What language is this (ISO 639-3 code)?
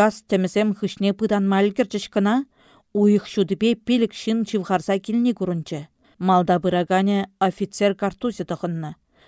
chv